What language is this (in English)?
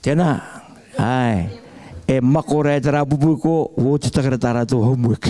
Rarotongan